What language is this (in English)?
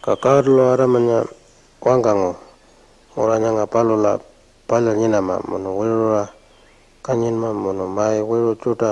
Pitjantjatjara